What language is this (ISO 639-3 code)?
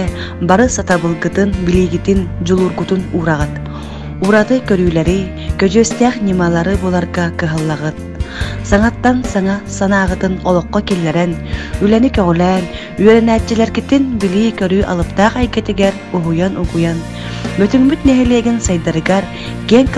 sah